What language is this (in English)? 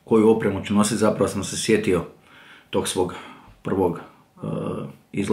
Croatian